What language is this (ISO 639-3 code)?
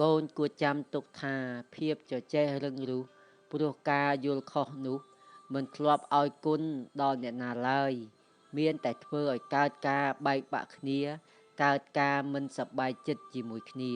khm